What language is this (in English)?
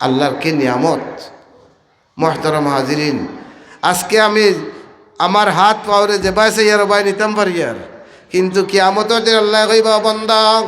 Sylheti